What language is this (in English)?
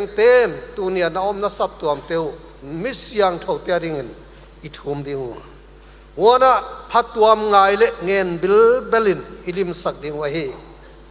Paite Chin